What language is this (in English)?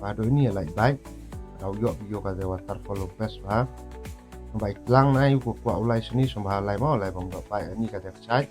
Khasi